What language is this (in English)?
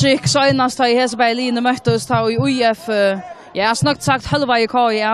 Faroese